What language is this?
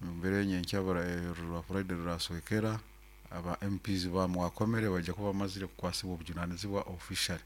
Nyoro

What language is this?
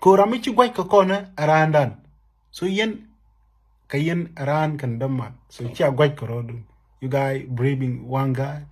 Nuer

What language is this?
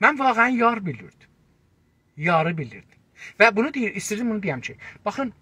South Azerbaijani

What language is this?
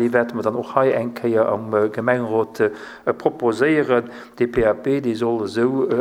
Luxembourgish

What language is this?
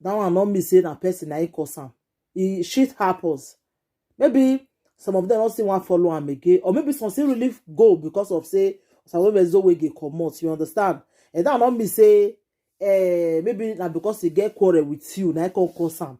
Nigerian Pidgin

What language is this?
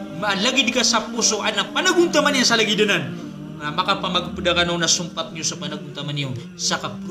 Maranao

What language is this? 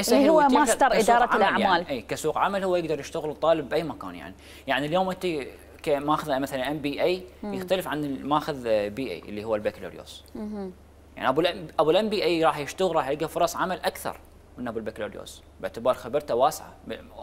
Mesopotamian Arabic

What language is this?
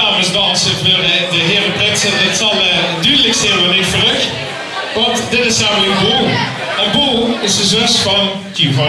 Limburgish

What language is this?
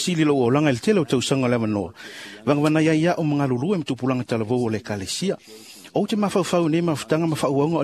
Samoan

